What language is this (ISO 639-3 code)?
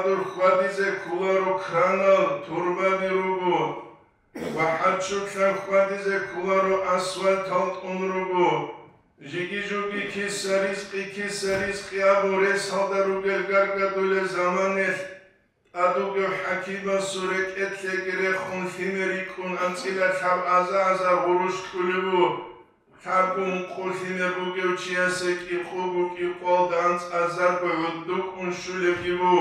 ava